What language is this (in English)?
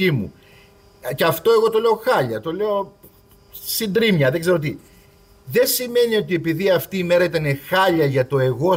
Greek